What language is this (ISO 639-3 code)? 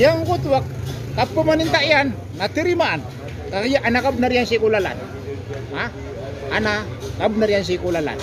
mrw